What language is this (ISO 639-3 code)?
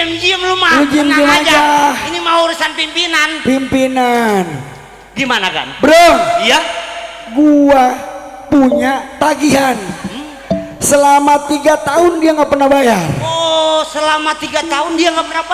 bew